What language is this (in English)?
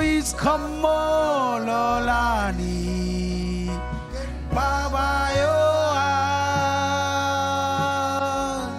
Marshallese